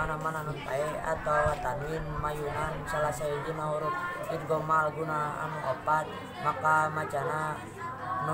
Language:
Sundanese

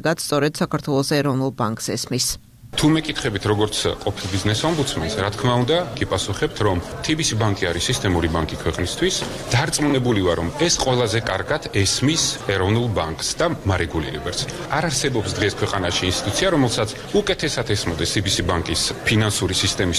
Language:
Georgian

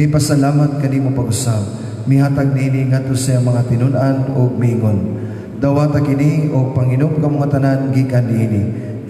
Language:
Cebuano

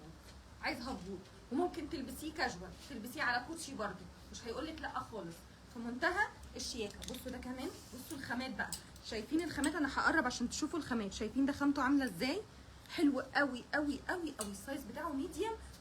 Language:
Egyptian Arabic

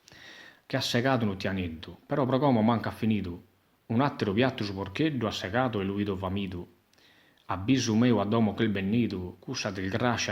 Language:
Sardinian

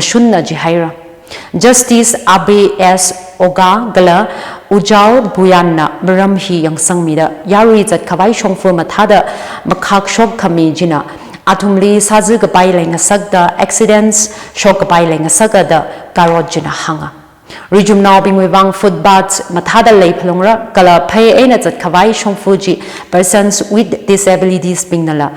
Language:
Tangkhul Naga (India)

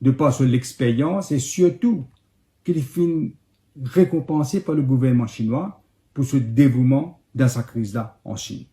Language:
Morisyen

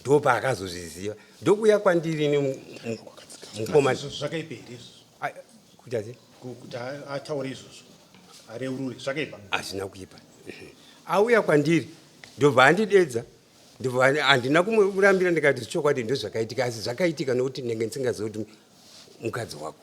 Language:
Shona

